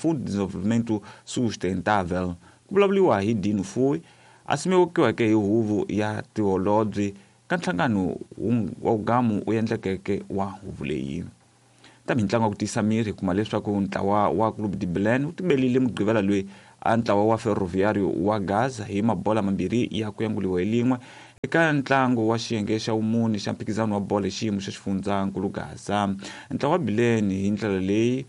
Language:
Tsonga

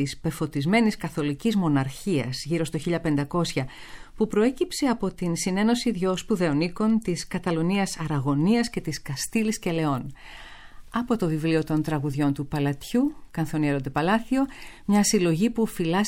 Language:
Greek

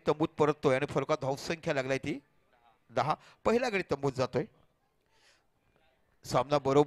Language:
Marathi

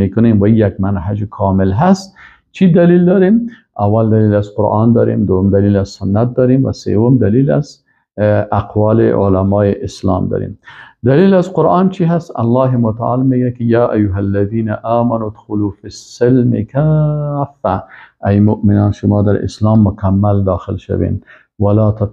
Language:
Persian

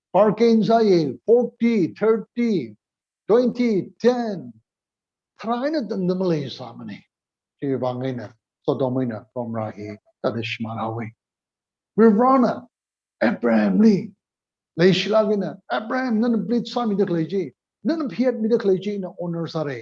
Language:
Tangkhul Naga (India)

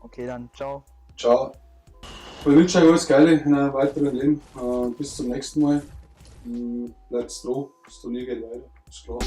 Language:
Bavarian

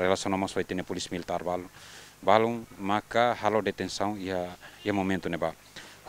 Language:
Tetum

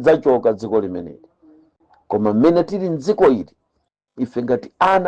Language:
Nyanja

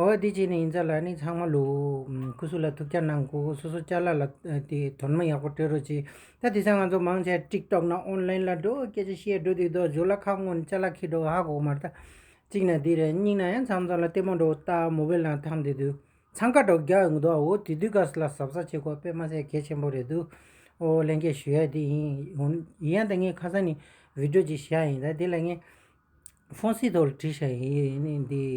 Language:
Tibetan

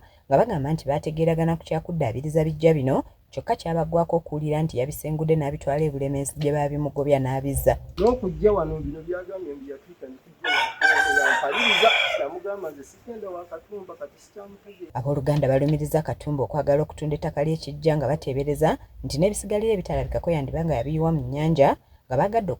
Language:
Ganda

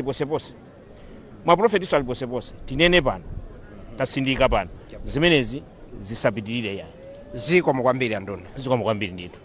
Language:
Nyanja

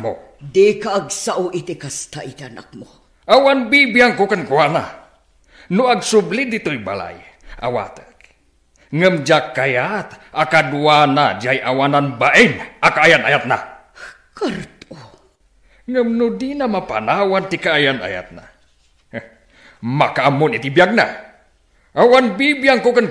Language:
Iloko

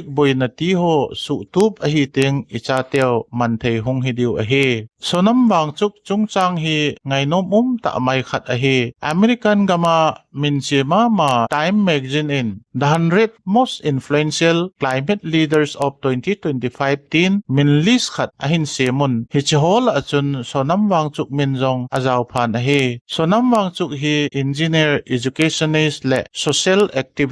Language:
Thado Chin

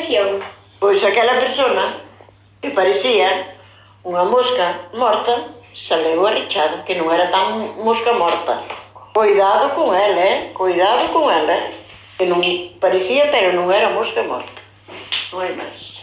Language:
Galician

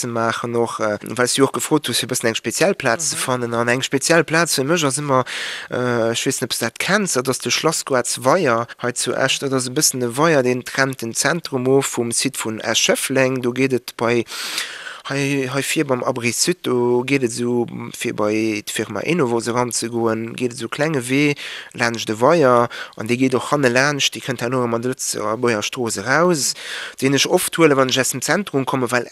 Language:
Luxembourgish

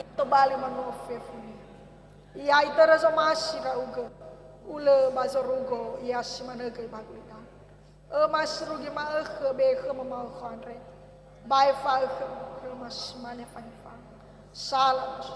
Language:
Nias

